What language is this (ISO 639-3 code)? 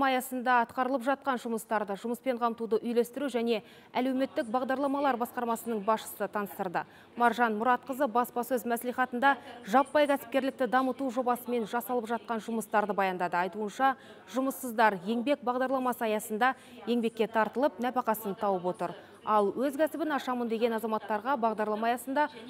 kaz